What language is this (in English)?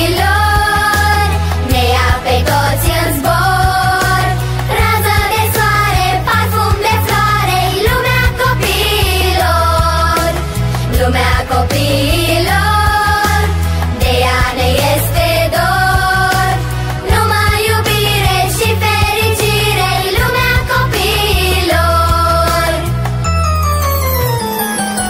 Romanian